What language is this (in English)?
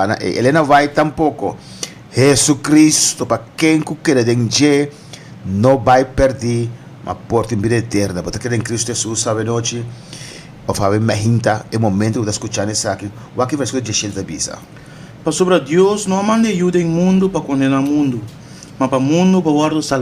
Papiamento